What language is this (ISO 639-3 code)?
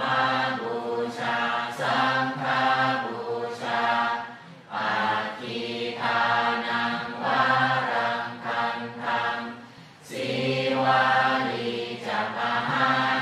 pli